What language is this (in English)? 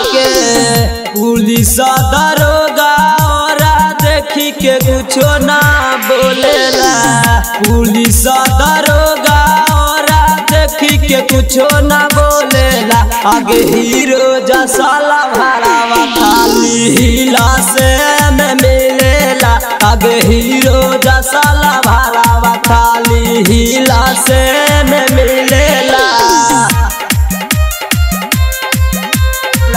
Bhojpuri